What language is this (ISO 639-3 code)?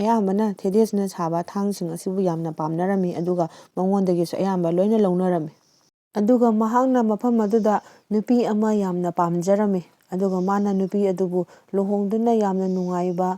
mni